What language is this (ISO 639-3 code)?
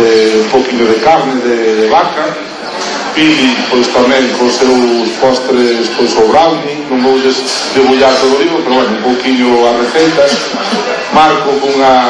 glg